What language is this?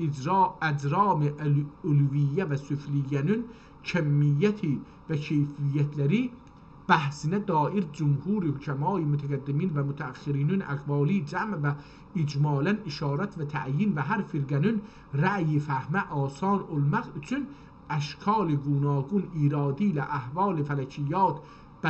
South Azerbaijani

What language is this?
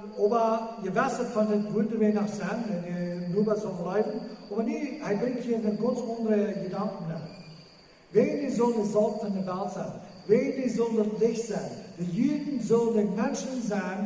Plautdietsch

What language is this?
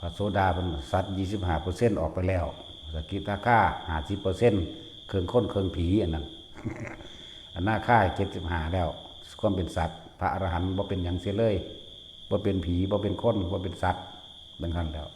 Lao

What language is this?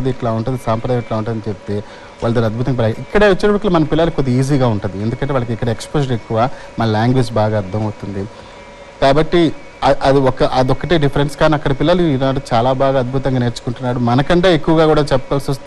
Telugu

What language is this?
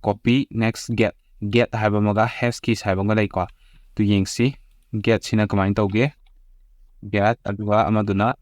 Manipuri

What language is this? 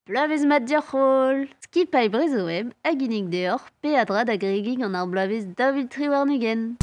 Breton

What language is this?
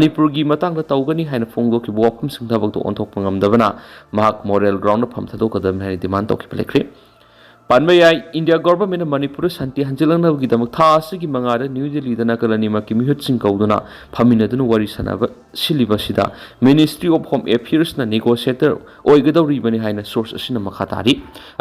Manipuri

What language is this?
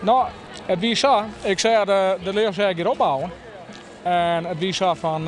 Western Frisian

